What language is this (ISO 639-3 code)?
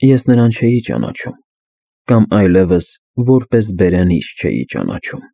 hye